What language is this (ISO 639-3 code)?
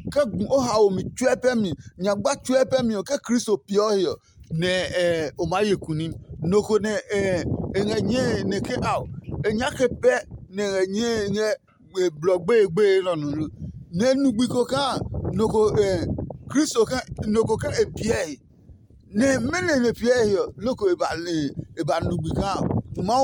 ada